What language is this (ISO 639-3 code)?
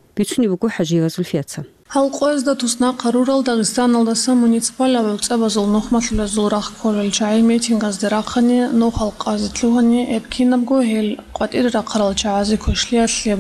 ava